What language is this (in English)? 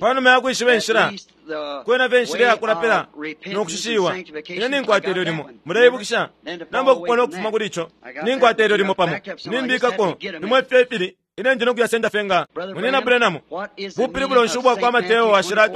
Bemba